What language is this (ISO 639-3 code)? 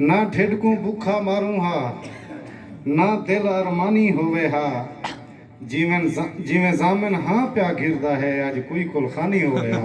skr